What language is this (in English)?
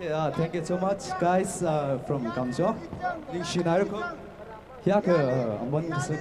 Tangkhul Naga (India)